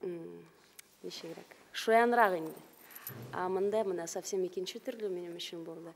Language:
Bashkir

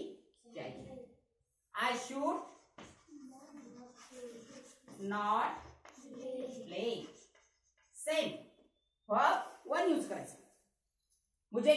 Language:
Marathi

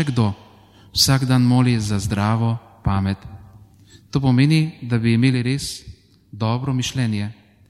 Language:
Slovenian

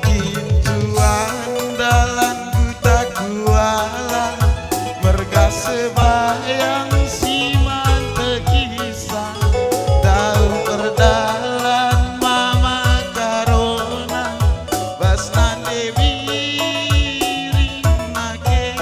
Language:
Batak Karo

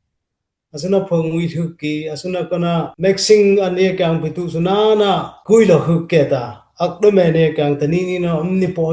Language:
Dimasa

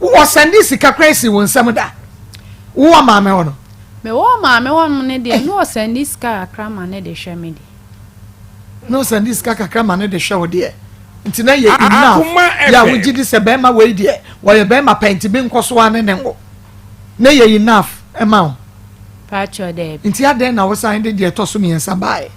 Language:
Akan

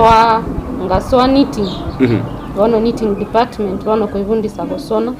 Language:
Gusii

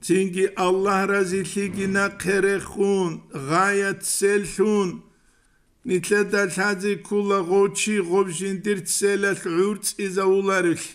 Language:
Avaric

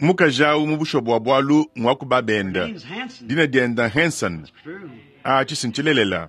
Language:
Luba-Lulua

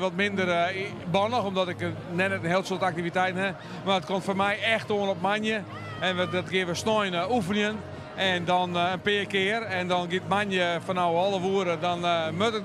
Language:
Western Frisian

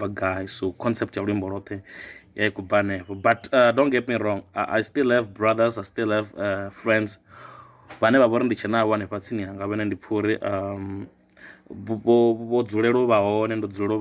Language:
Venda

